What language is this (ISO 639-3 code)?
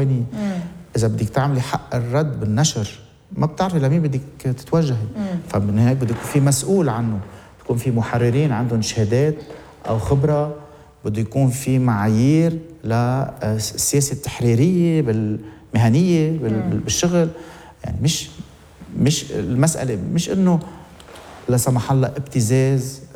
apc